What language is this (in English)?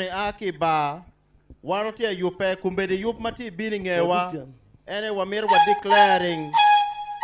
Acoli